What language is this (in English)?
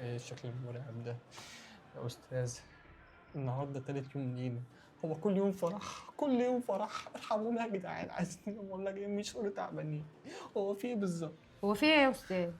Egyptian Arabic